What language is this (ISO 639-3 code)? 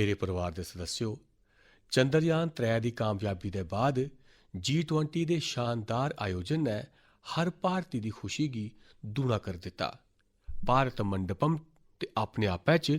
doi